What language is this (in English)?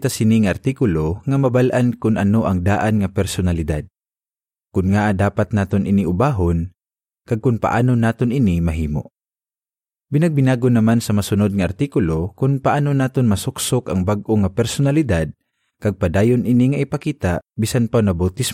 Hiligaynon